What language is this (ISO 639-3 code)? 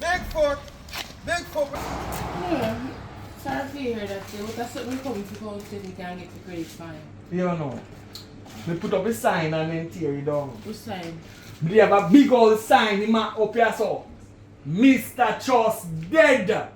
jam